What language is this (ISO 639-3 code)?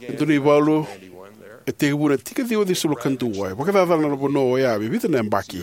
fij